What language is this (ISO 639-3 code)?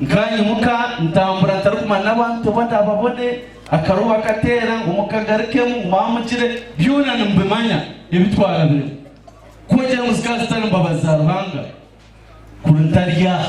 nyn